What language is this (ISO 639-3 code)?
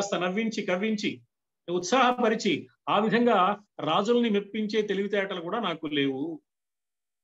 tel